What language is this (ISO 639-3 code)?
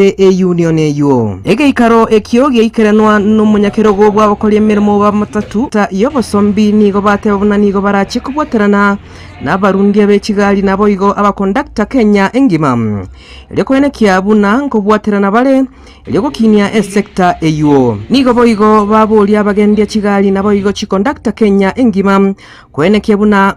guz